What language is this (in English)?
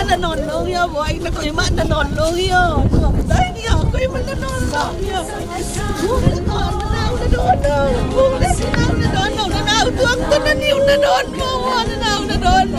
Tedim Chin